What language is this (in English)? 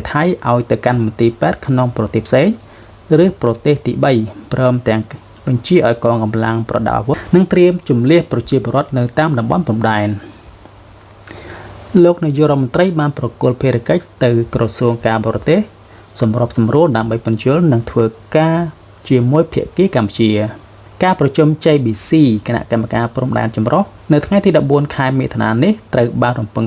Khmer